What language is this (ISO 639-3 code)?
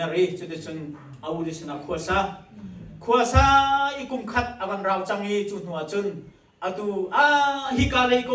cnh